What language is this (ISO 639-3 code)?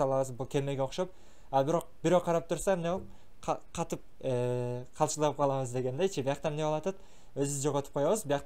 kir